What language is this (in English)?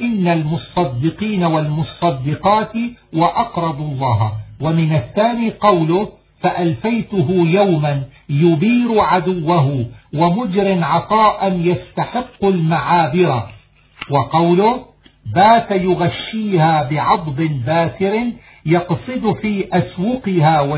Arabic